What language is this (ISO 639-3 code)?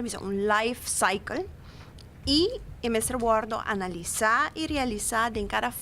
pap